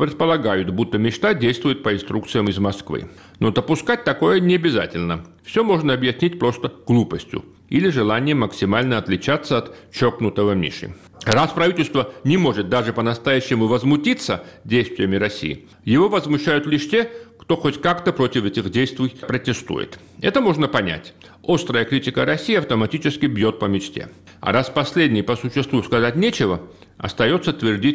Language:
Russian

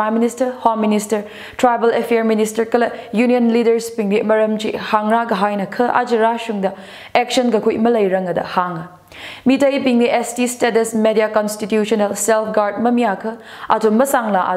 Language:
Tangkhul Naga (India)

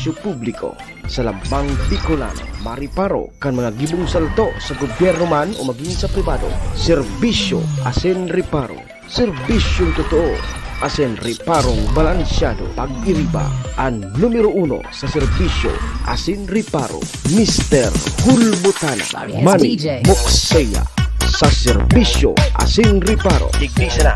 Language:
Bikol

